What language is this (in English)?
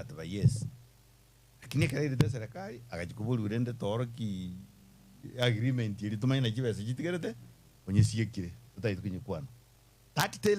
Gusii